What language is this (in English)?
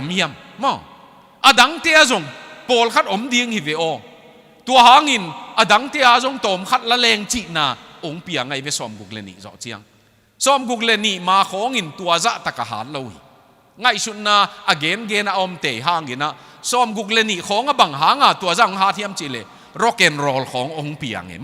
Tedim Chin